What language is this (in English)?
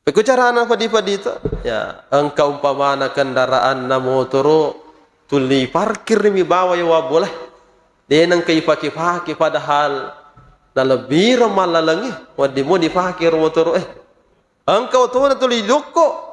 Buginese